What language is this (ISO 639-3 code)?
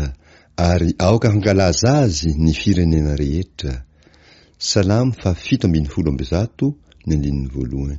mlg